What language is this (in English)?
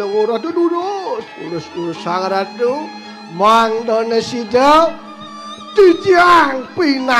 Balinese